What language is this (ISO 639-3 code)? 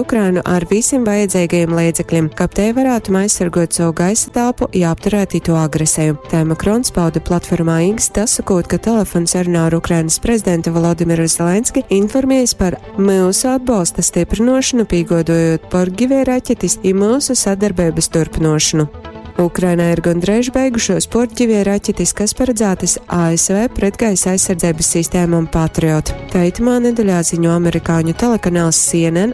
ltg